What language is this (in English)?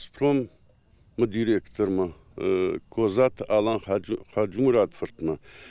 Ossetic